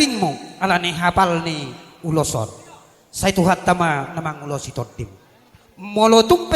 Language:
Batak Toba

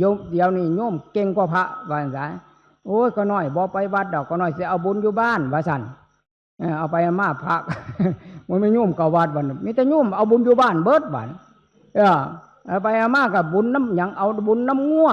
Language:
Northeastern Thai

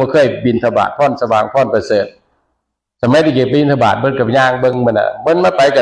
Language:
Northeastern Thai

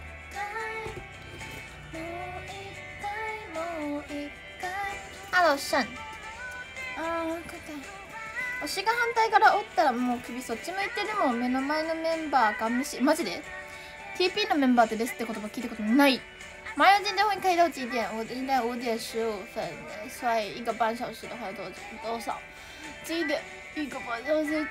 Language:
Chinese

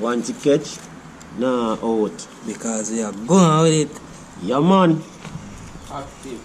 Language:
Jamaican Creole English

